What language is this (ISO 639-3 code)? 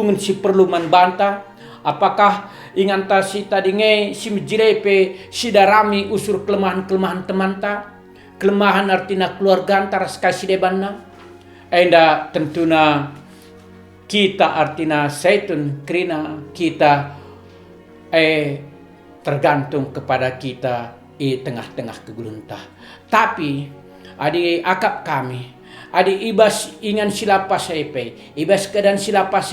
btx